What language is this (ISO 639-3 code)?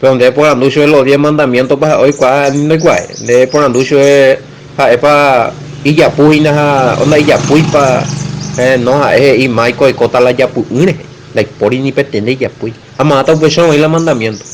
grn